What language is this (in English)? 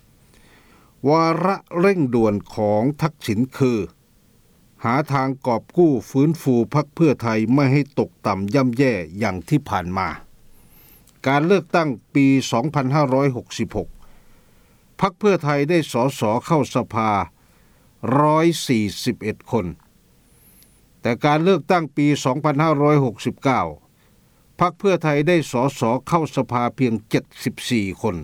Thai